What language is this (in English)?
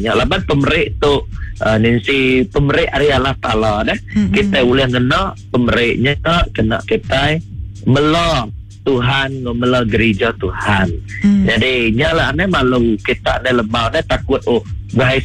Iban